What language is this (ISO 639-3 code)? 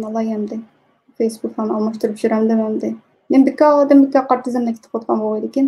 uig